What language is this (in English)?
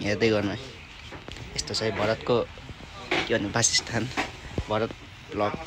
Nepali